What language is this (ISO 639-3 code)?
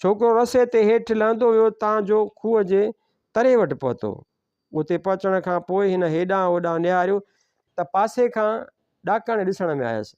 snd